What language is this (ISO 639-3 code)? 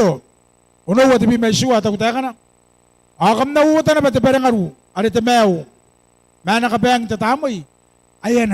gil